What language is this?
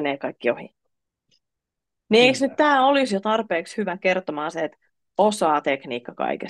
Finnish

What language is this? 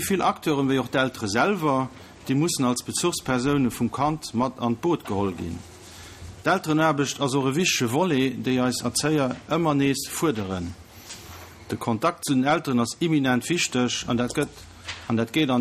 Luxembourgish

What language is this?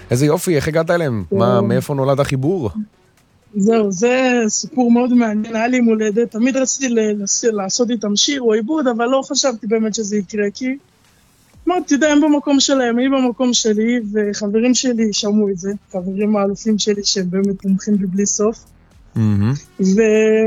Hebrew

